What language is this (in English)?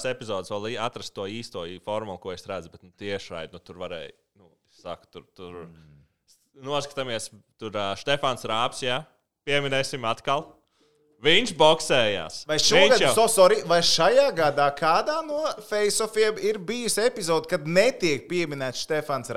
Latvian